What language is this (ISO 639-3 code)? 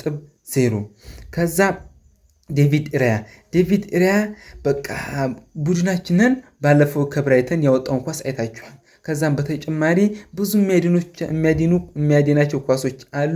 amh